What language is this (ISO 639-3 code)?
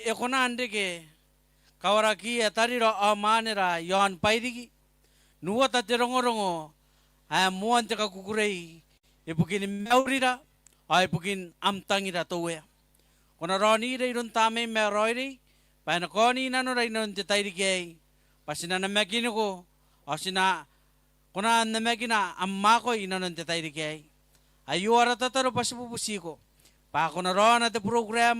gil